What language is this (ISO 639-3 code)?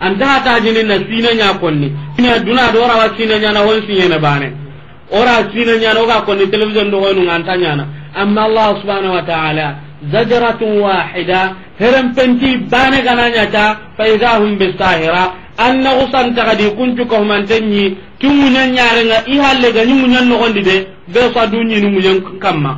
snk